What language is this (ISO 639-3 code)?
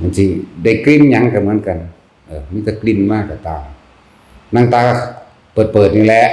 tts